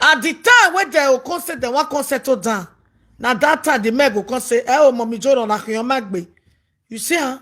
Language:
Nigerian Pidgin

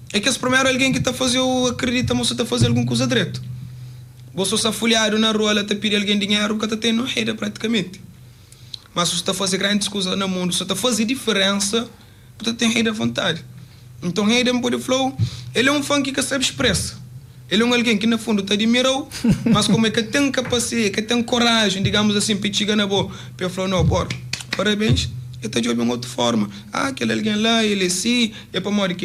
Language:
Kabuverdianu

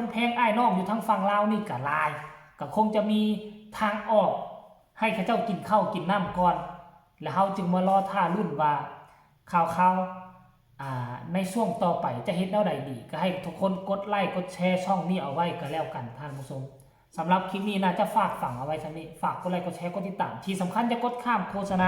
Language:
Lao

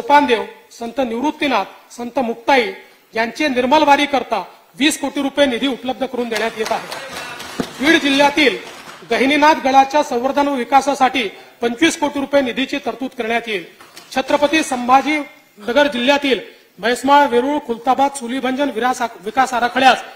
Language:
Marathi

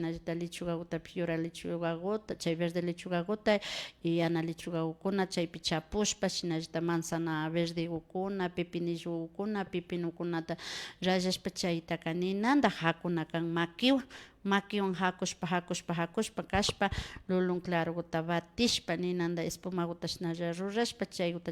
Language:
Imbabura Highland Quichua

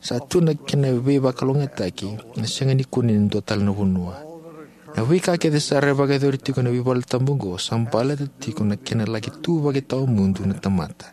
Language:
Fijian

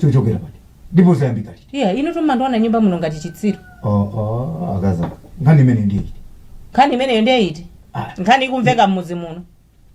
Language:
Nyanja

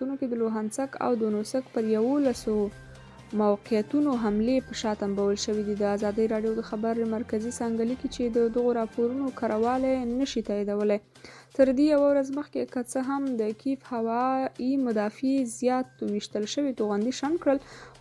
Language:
Pashto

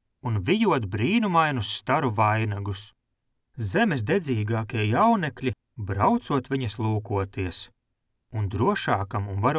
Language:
Latvian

